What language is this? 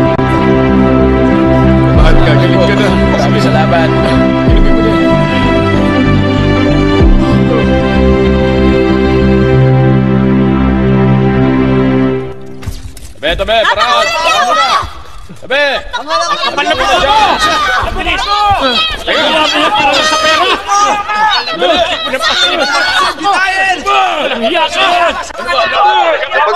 Filipino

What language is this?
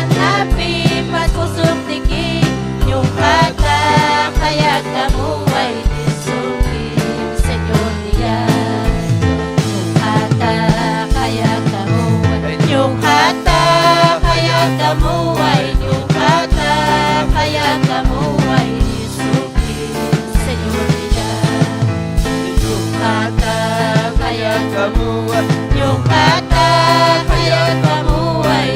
Ayacucho Quechua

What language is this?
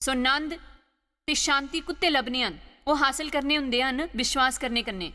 Dogri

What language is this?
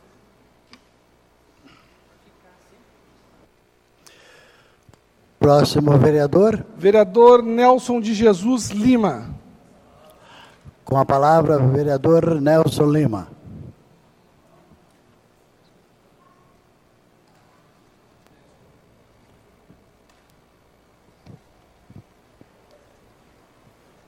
Portuguese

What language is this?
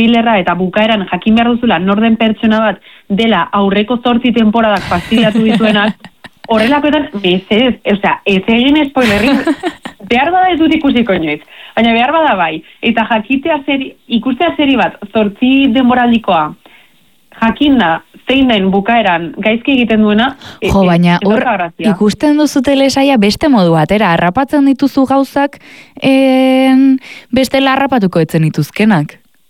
Basque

